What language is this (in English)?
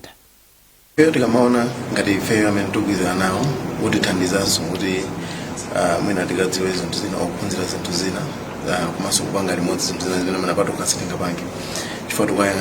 Nyanja